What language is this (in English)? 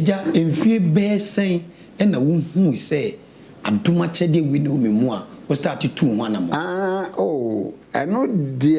Akan